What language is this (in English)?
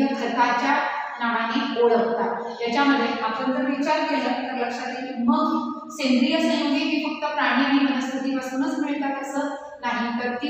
Marathi